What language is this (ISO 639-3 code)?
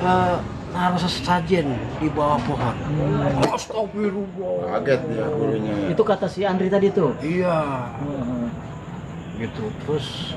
bew